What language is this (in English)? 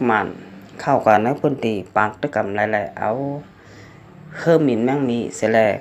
Shan